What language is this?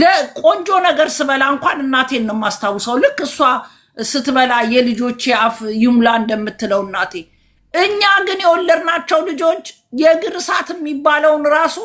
Amharic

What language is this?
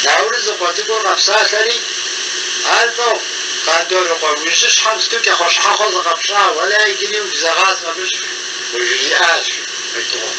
Kabardian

